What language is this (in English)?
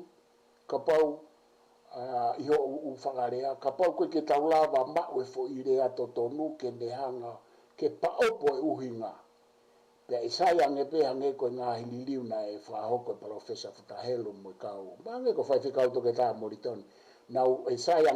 Tongan